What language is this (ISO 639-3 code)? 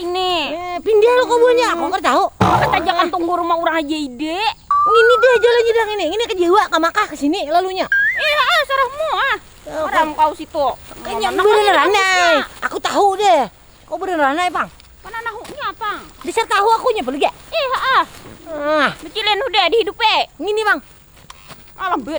bjn